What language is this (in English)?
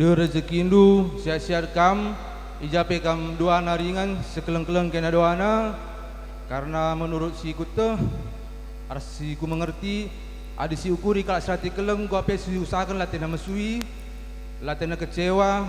Batak Karo